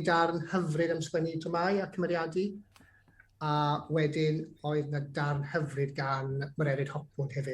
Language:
Welsh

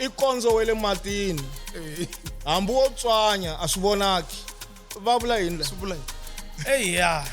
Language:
Tsonga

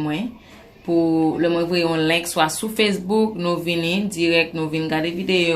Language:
Haitian Creole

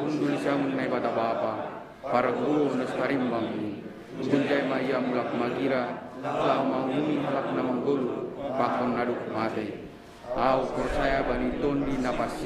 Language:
Batak Simalungun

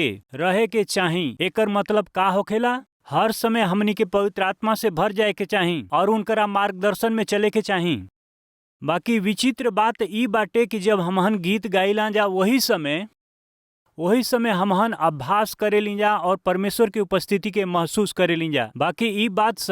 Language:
Bhojpuri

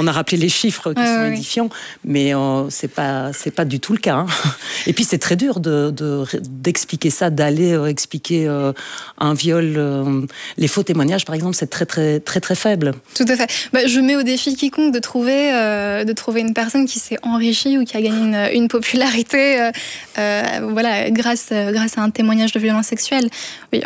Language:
French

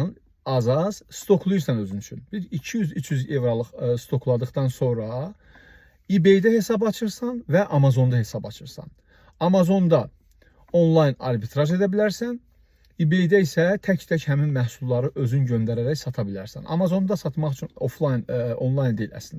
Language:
Azerbaijani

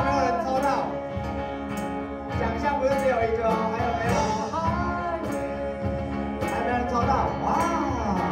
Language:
Chinese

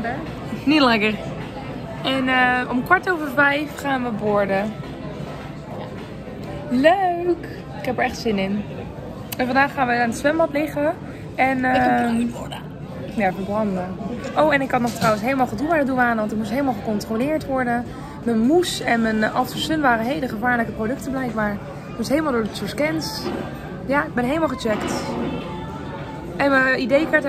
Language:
Dutch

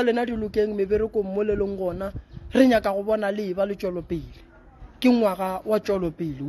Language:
Northern Sotho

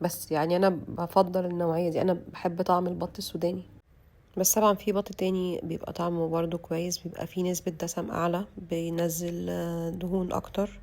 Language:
Egyptian Arabic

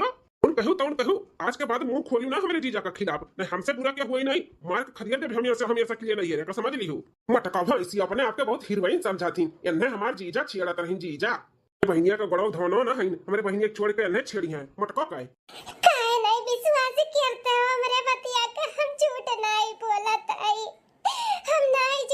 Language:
Bhojpuri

